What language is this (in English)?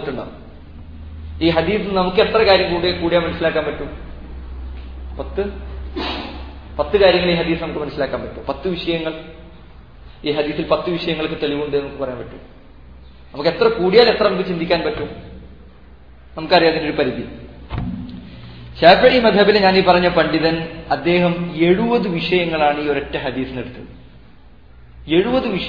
Malayalam